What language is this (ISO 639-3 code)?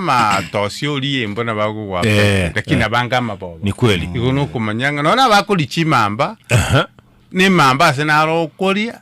guz